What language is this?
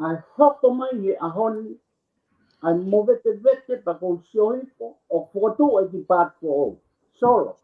Tongan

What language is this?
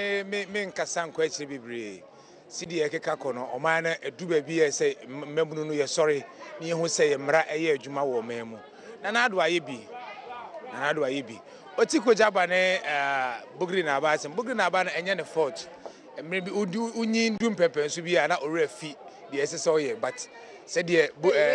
Akan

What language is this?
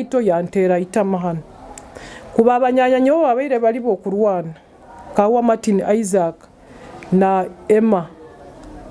Nyoro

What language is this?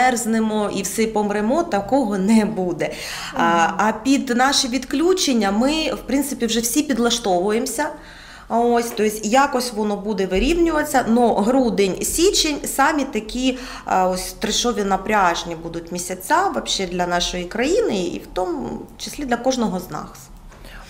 Ukrainian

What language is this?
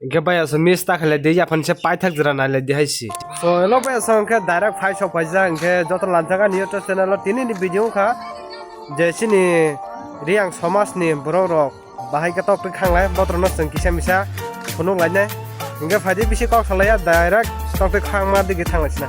Kok Borok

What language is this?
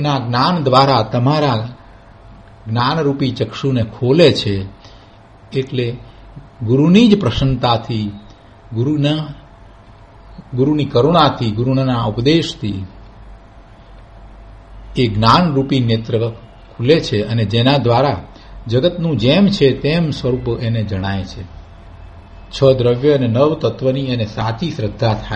Gujarati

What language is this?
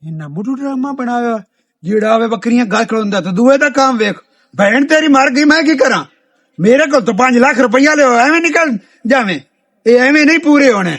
Western Panjabi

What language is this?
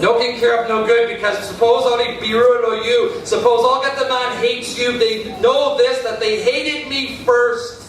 Tok Pisin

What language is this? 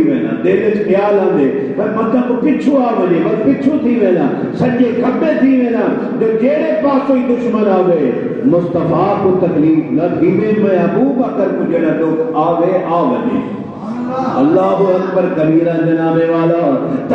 Saraiki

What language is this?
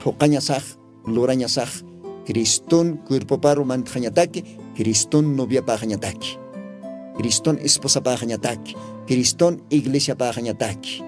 Aymara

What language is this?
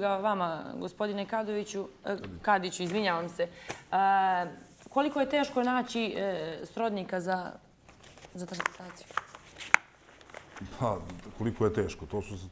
Bosnian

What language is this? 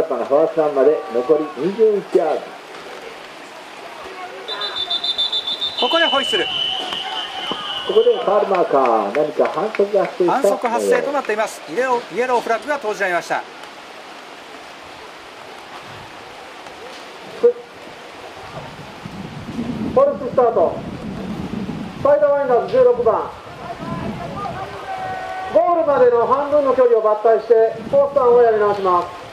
Japanese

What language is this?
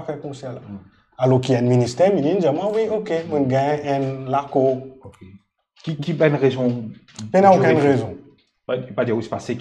Morisyen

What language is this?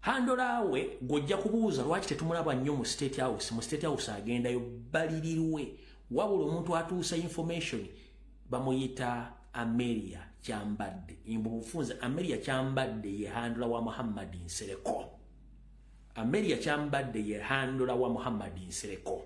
Ganda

